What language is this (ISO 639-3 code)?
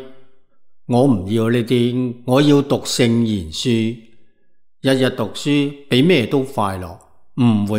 yue